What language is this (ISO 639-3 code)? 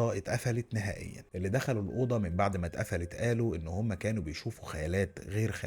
arz